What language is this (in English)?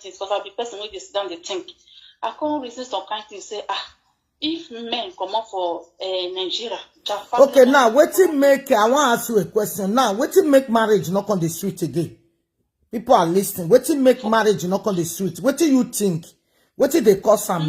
Nigerian Pidgin